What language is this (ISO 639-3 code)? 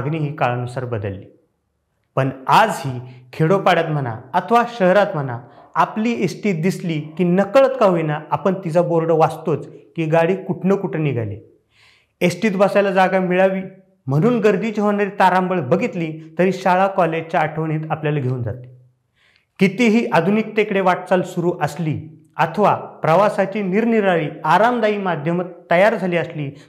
mar